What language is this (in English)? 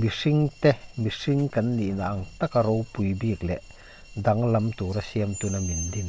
Mizo